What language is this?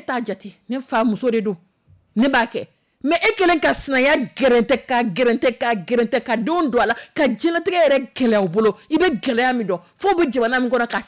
Dyula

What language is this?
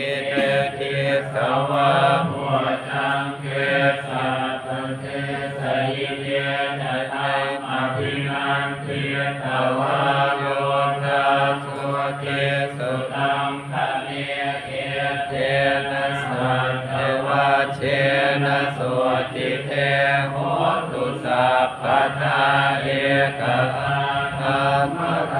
Pali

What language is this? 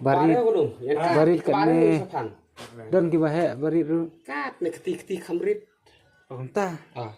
Khasi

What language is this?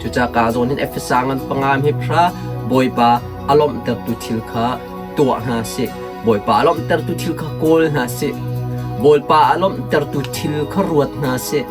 Hakha Chin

